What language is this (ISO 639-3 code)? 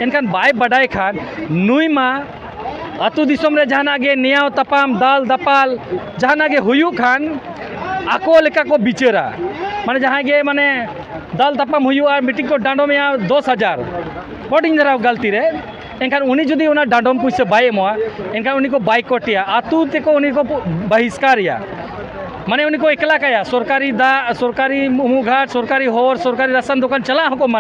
sat